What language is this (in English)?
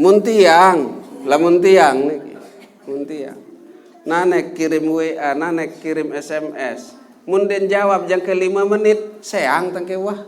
Sasak